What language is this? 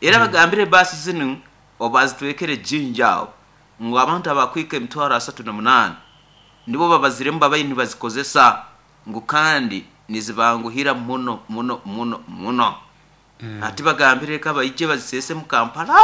Nyoro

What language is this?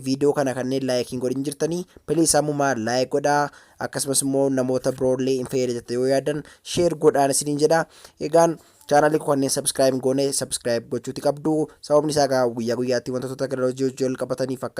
Oromo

